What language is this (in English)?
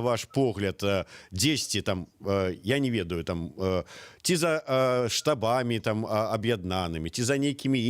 Belarusian